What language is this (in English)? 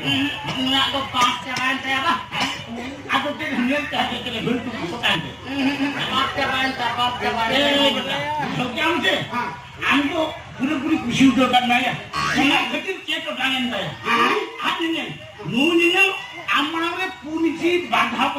Santali